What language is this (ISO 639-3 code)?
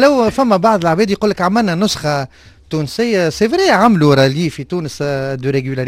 aeb